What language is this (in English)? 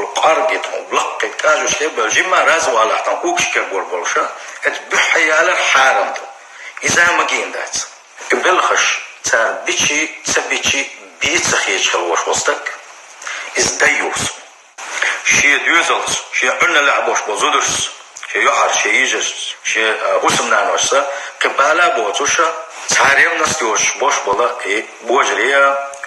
Chechen